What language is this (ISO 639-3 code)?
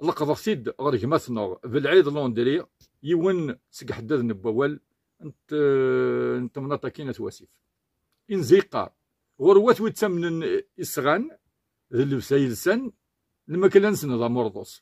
kab